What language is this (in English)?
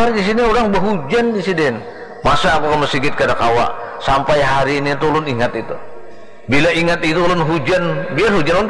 Banjar